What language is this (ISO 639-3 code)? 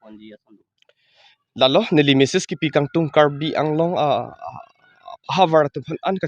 mjw